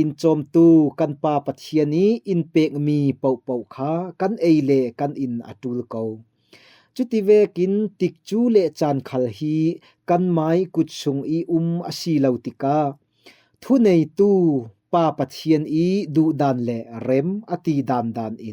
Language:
Falam Chin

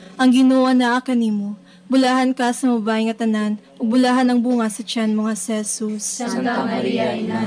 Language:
Cebuano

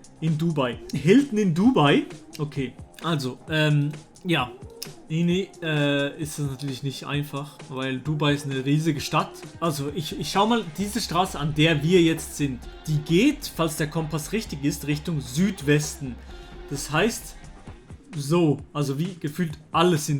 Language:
Swiss German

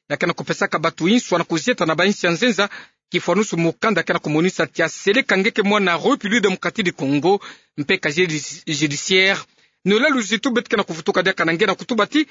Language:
Kituba (Democratic Republic of Congo)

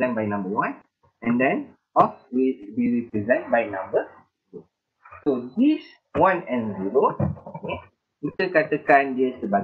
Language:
Malay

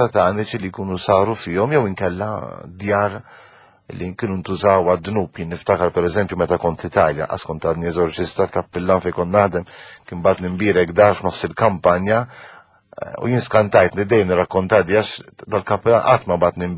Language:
Maltese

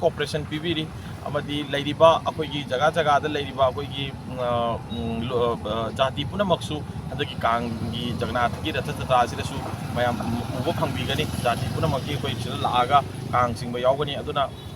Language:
Manipuri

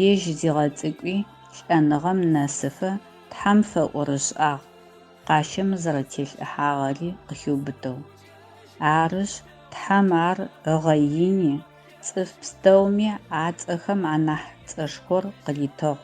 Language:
Adyghe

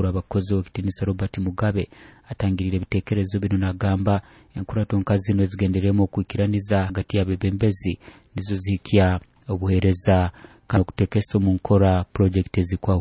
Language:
Nyoro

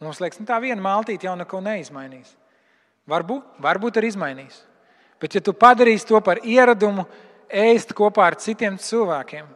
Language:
Latvian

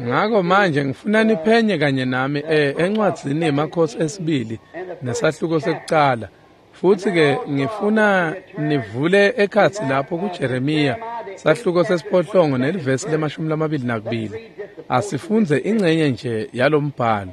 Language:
Swati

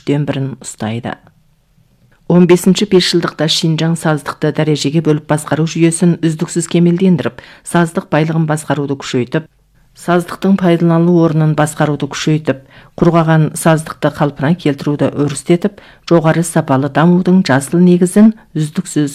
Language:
Kazakh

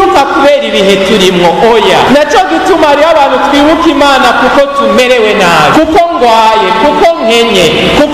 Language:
Rundi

